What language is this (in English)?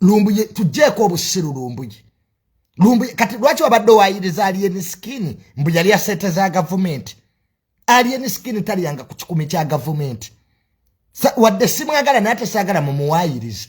Ganda